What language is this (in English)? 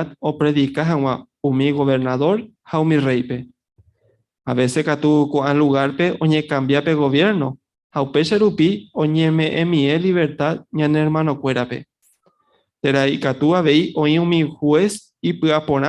Guarani